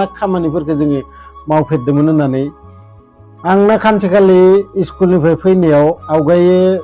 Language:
Bodo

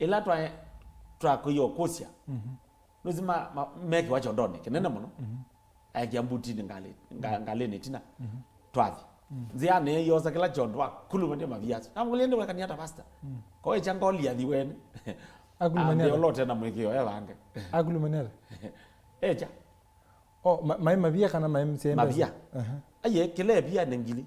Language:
Kamba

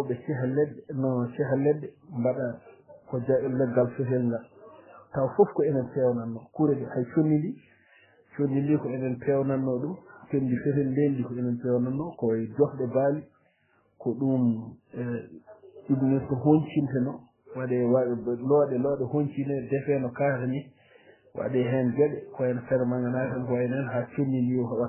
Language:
Fula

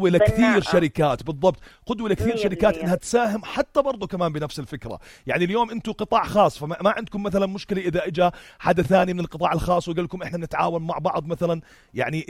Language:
North Levantine Arabic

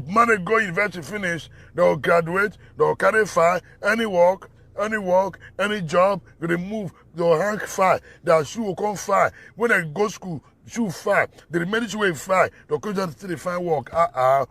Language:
Nigerian Pidgin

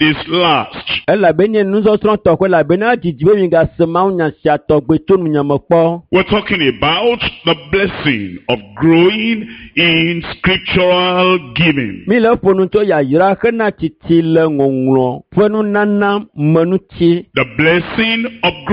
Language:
Ewe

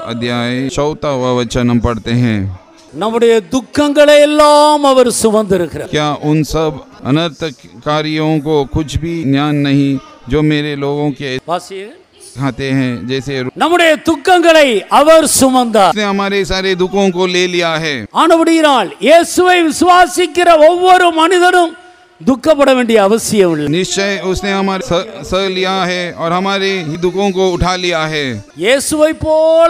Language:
Tamil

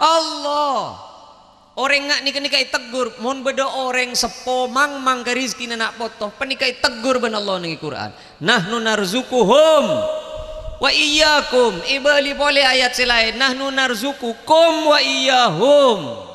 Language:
Madurese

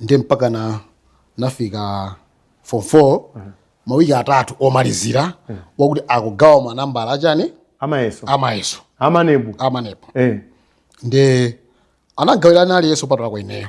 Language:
Nyanja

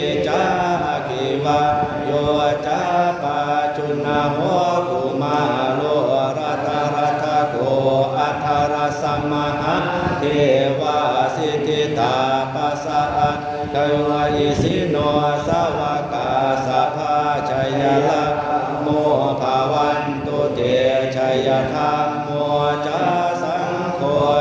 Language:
Pali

